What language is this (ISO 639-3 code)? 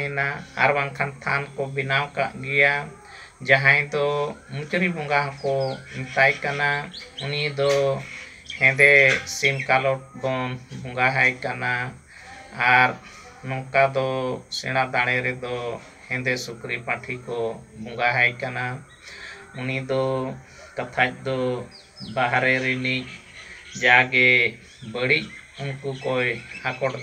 sat